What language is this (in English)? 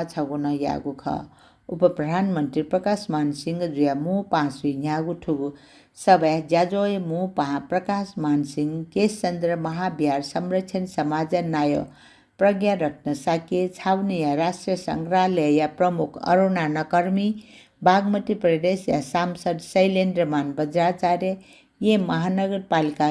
Newari